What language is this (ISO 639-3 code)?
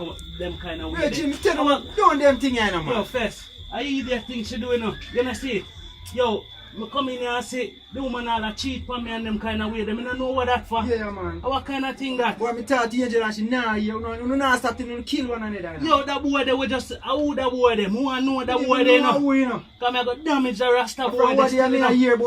jam